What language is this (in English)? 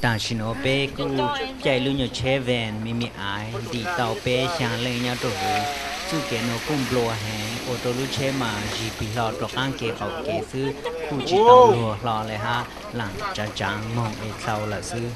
Hmong